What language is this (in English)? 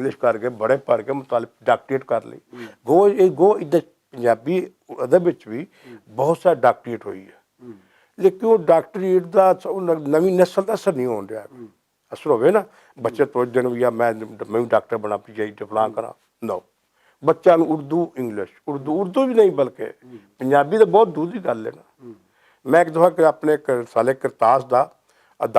Western Panjabi